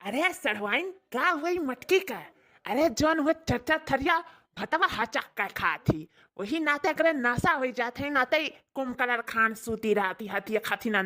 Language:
Awadhi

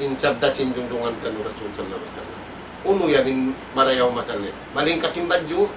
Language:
Tausug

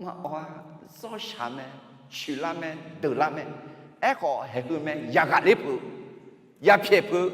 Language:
Akha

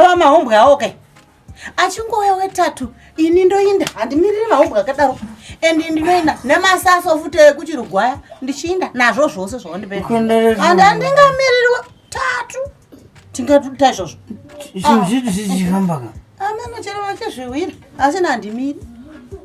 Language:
Shona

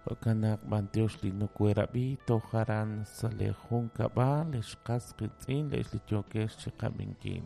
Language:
Kekchí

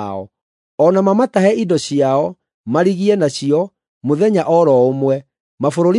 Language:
Kikuyu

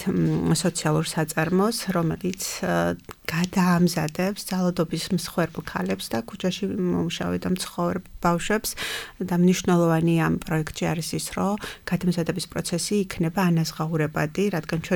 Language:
Georgian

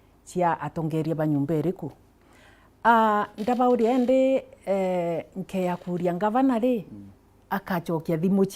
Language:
Meru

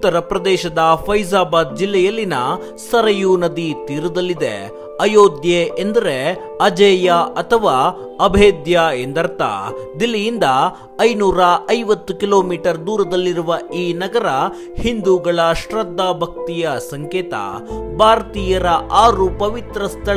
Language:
Kannada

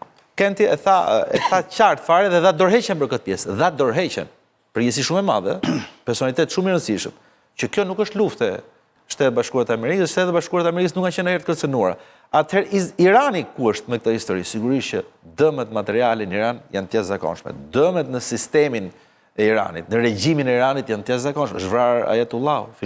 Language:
Albanian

